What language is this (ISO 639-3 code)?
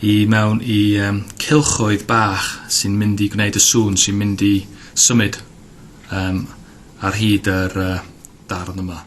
cym